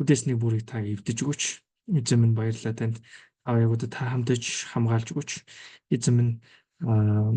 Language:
Mongolian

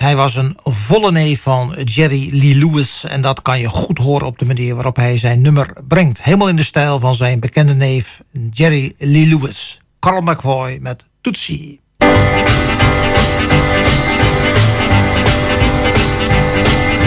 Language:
Dutch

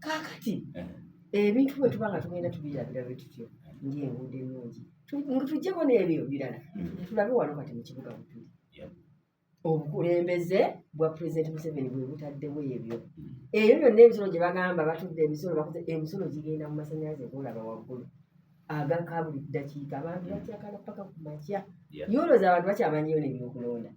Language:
Ganda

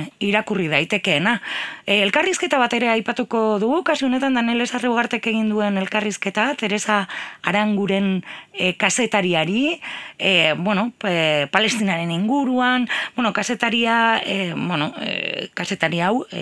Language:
Basque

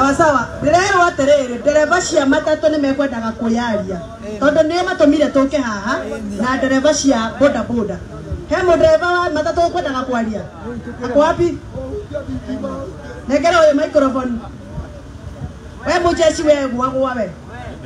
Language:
Kikuyu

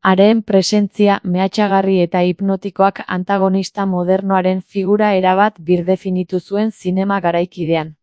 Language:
Basque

